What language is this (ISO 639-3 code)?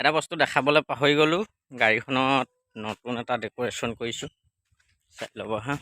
asm